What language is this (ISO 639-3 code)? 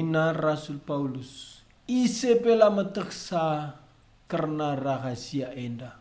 btx